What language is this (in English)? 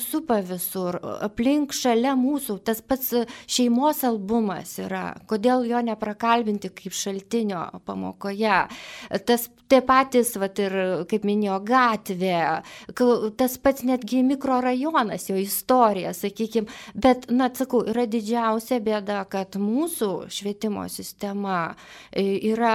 Lithuanian